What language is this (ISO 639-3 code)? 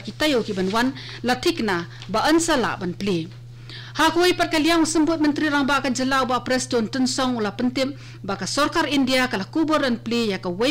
kha